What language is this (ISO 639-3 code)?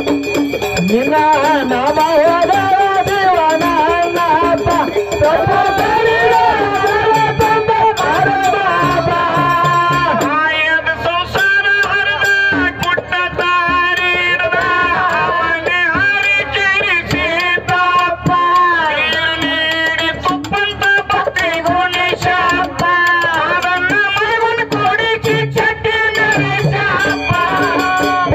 kan